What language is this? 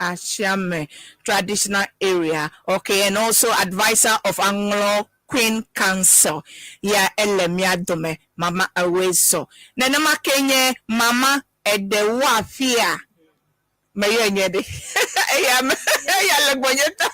Ewe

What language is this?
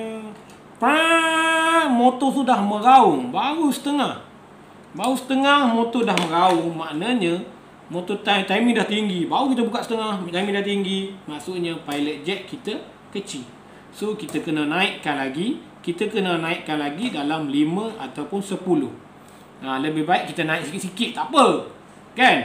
Malay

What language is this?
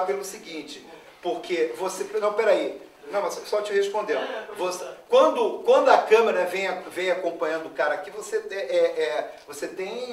Portuguese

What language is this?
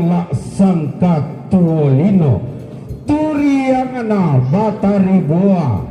Toraja-Sa'dan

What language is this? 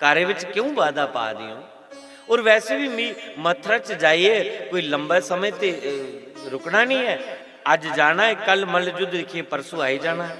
Dogri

